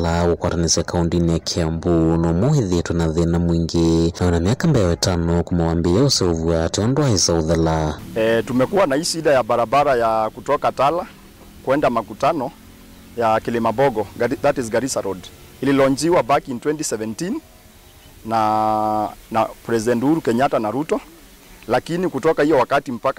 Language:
Kamba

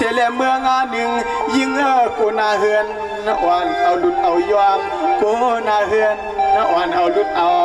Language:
Shan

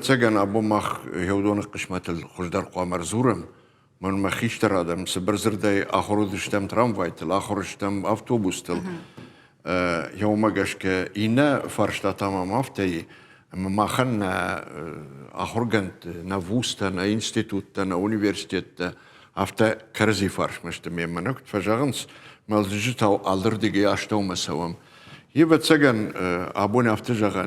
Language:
Ossetic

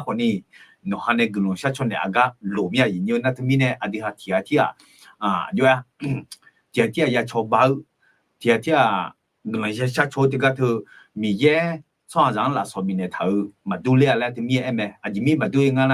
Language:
Akha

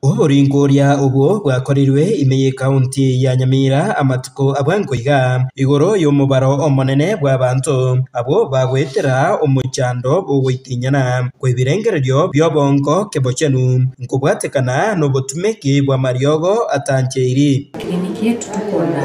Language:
Gusii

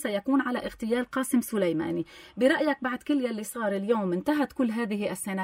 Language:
North Levantine Arabic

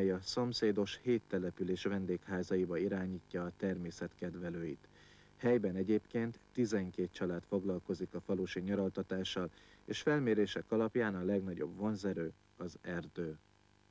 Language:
Hungarian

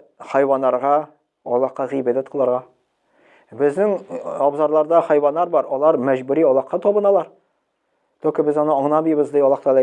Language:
Tatar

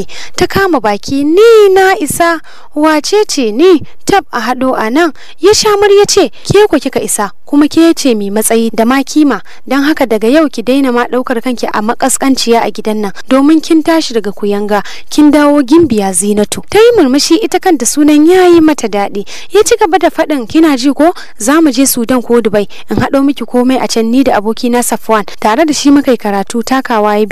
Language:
Hausa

